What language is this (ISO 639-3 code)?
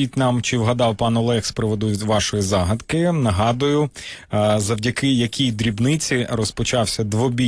ukr